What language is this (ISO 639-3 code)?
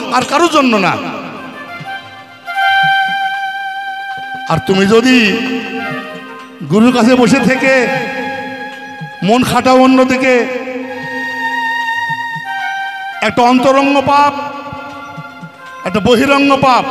ben